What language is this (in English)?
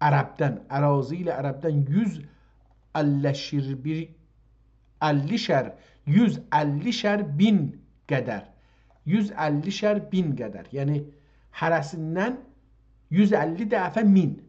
South Azerbaijani